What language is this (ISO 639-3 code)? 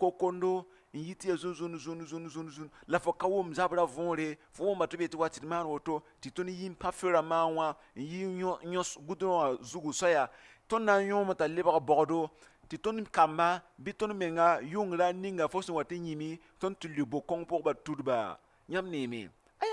mos